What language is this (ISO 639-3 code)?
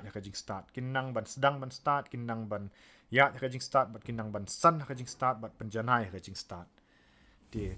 kha